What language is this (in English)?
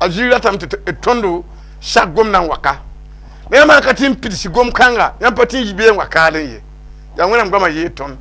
Mossi